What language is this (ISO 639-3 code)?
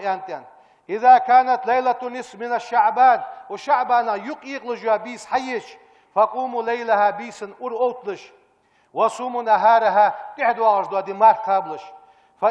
inh